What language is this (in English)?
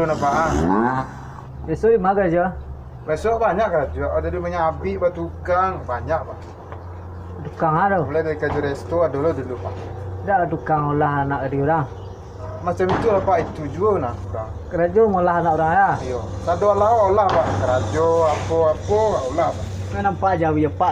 Minangkabau